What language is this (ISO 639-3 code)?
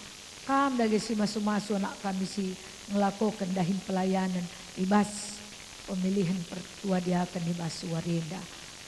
btx